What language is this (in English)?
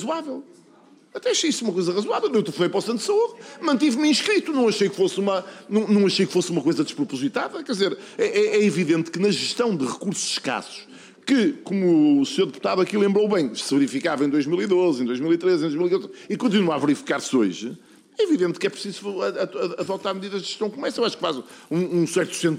Portuguese